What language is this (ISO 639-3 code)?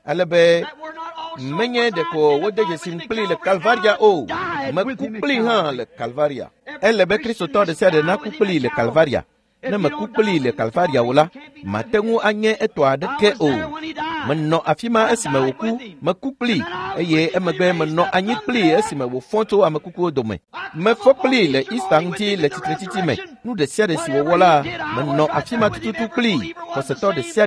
ewe